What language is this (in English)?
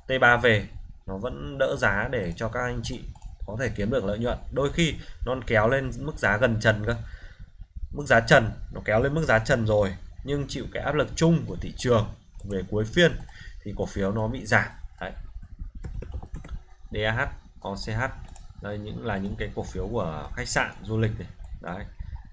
Vietnamese